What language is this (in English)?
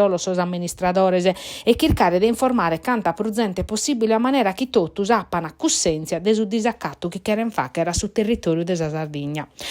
Sardinian